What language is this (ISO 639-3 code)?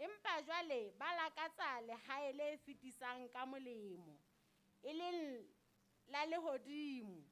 sot